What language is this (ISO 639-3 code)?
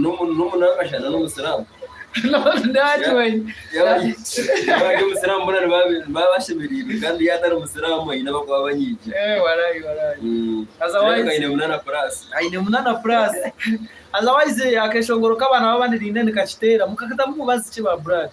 nyn